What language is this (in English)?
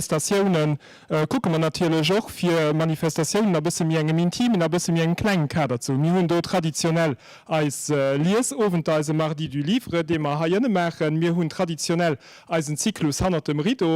Luxembourgish